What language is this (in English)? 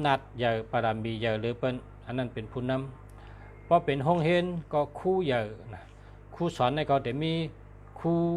Shan